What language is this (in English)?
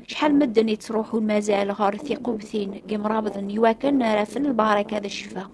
Kabyle